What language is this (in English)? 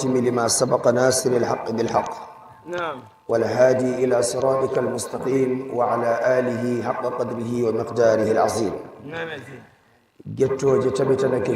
Nigerian Fulfulde